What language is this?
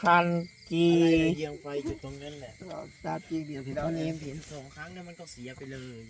Northeastern Thai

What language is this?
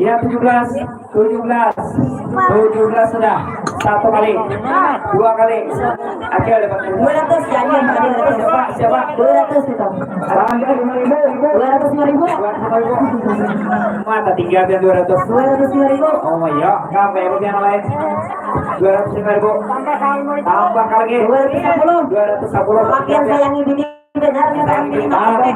Banjar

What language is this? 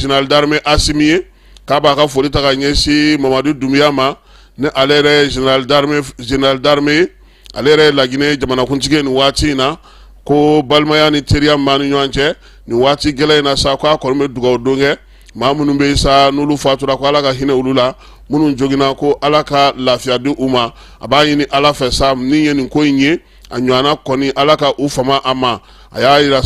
Bambara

